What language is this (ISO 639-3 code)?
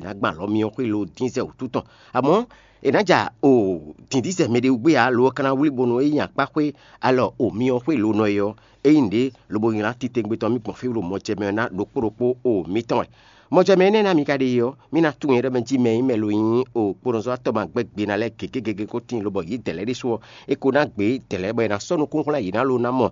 fon